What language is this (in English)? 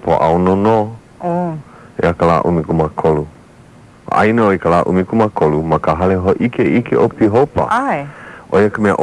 Hawaiian